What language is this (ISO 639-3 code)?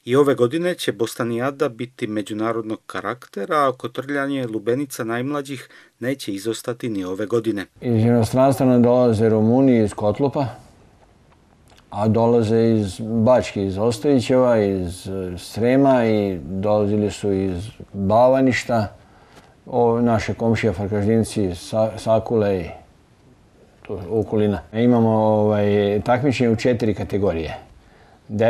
srp